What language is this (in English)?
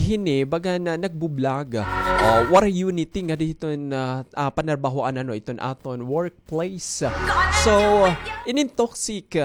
Waray